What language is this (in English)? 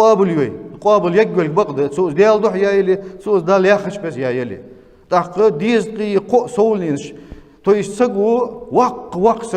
Ingush